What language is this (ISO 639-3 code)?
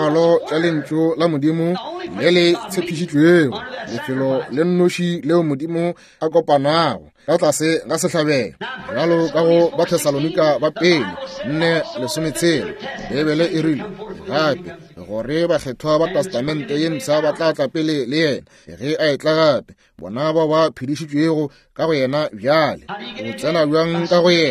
nso